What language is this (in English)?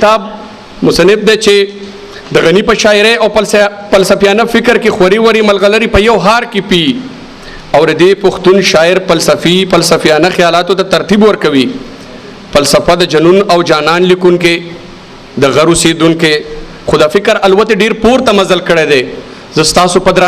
Pashto